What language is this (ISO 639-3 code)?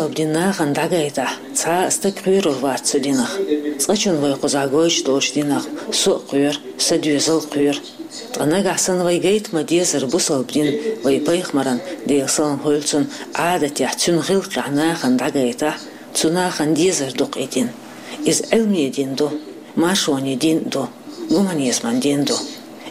che